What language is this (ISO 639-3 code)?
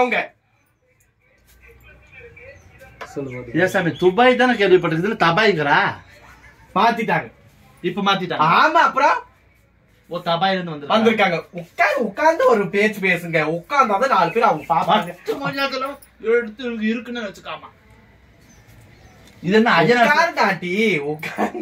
tam